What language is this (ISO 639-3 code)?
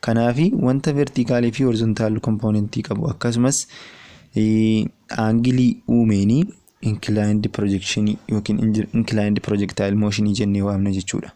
orm